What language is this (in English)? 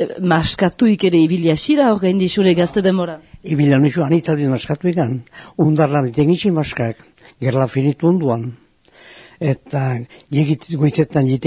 Basque